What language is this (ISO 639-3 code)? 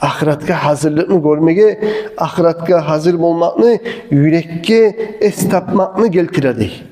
kum